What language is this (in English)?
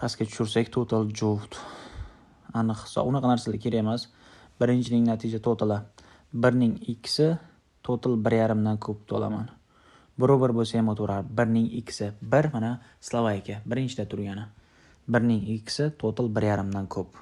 Uzbek